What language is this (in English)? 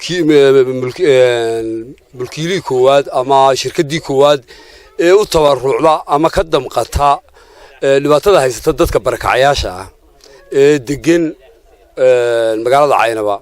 Somali